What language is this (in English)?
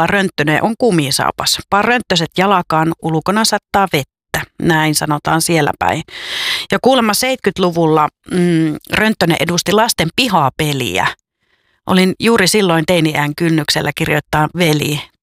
Finnish